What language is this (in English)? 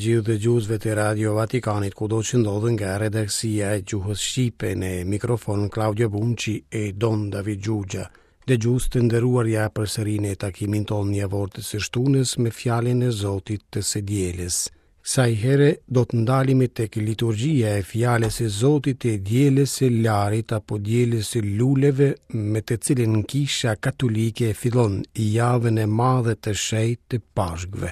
Albanian